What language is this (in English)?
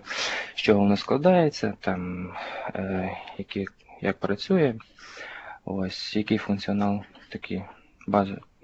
Ukrainian